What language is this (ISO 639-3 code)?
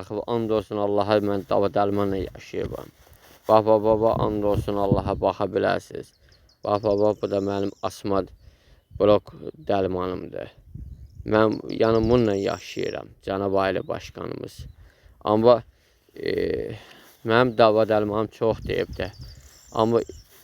aze